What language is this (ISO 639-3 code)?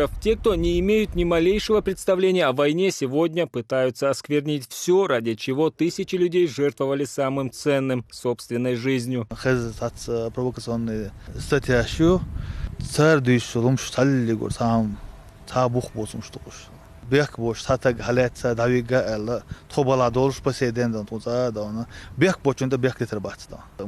che